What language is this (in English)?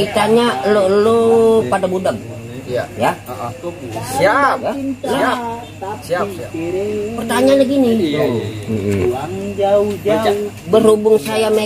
Betawi